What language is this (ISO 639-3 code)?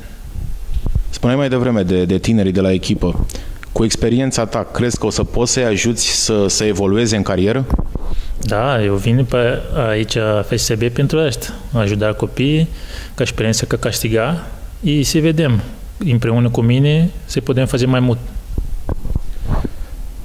ron